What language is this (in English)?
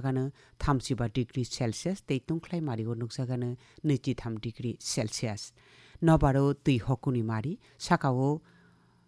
Kok Borok